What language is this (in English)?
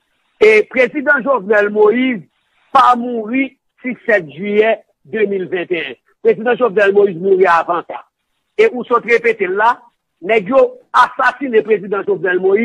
Haitian Creole